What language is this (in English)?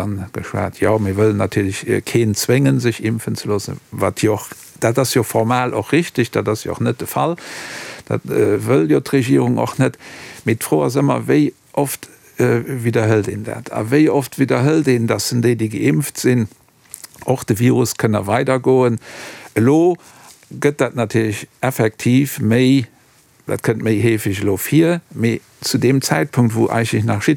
Luxembourgish